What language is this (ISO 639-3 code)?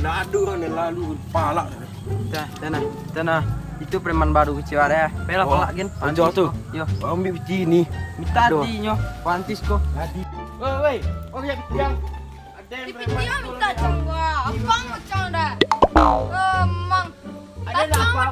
min